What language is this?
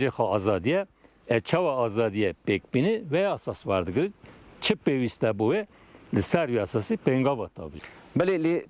Kurdish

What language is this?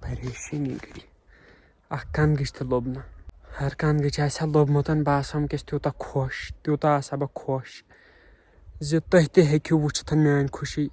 Kashmiri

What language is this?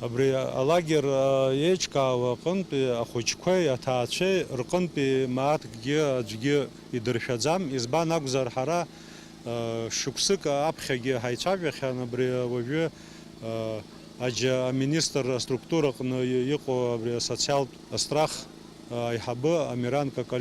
Abkhazian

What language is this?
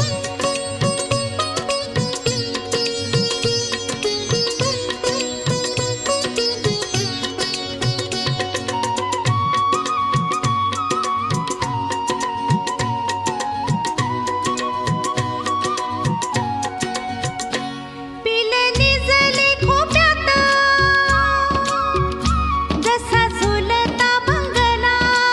Marathi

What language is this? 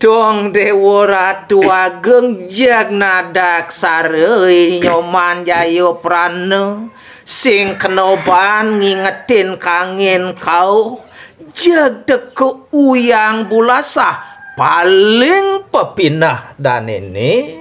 Balinese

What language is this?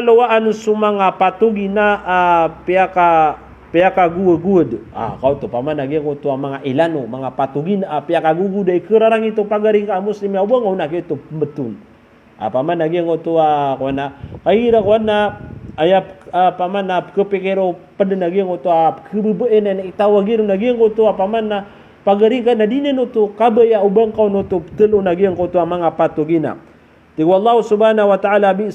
Maranao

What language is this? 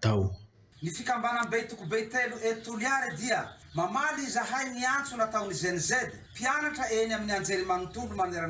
Malagasy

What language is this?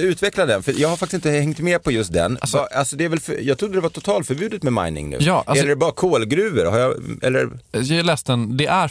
Swedish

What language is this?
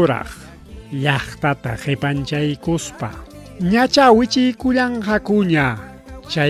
Ayacucho Quechua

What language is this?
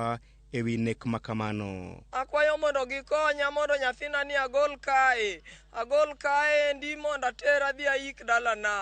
Luo (Kenya and Tanzania)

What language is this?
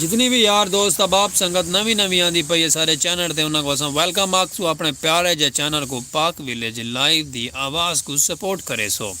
Saraiki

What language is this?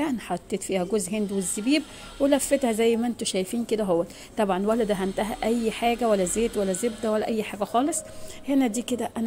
Egyptian Arabic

